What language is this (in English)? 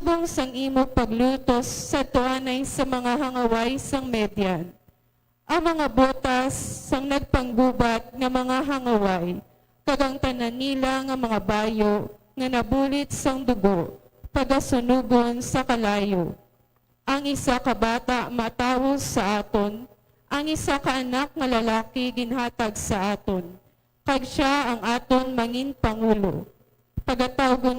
Hiligaynon